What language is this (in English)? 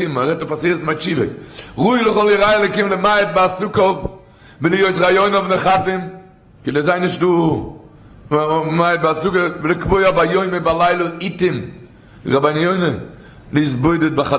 Yiddish